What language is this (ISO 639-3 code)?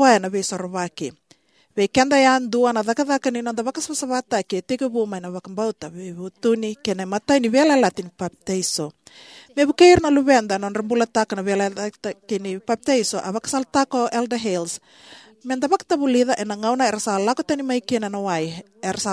fij